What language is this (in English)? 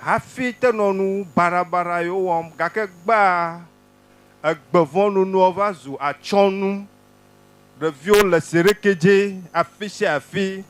Ewe